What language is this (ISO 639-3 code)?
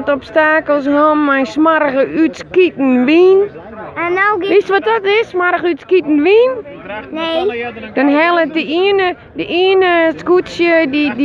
fry